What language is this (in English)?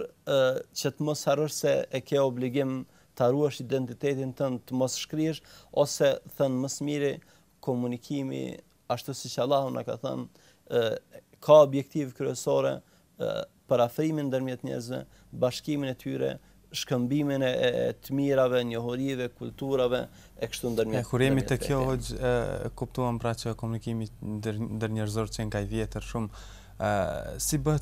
Albanian